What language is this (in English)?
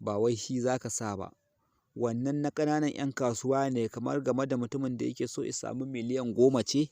Hausa